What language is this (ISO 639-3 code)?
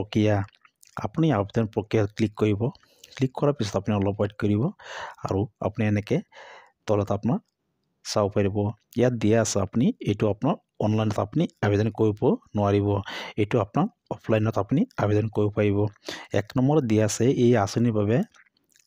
asm